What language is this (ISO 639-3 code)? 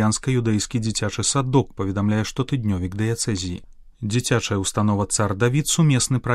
bel